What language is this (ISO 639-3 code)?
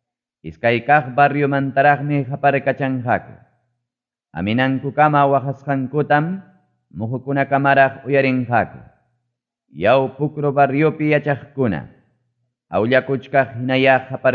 quy